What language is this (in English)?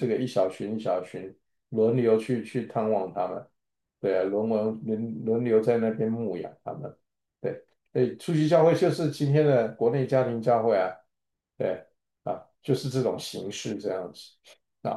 Chinese